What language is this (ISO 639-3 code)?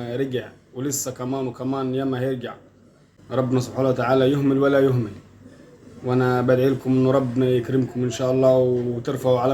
arz